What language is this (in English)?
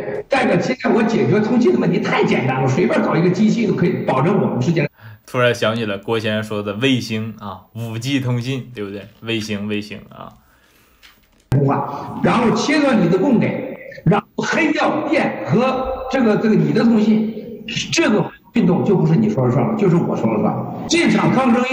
Chinese